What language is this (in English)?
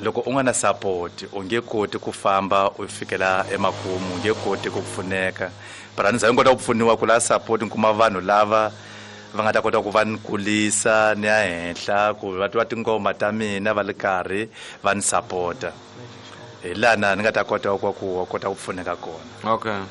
Tsonga